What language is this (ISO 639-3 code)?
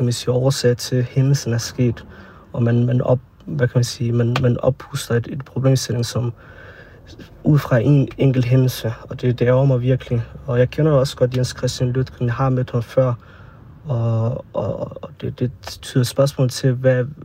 dan